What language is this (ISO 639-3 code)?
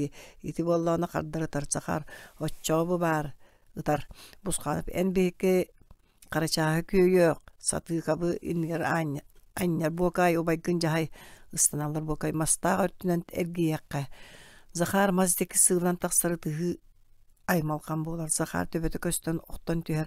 sah